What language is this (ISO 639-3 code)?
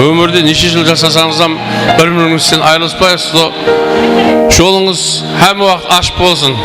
kaa